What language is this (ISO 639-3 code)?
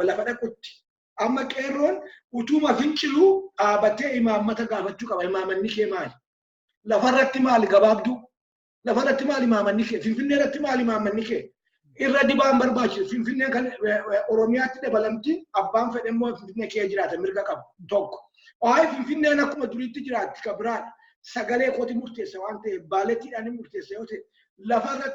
orm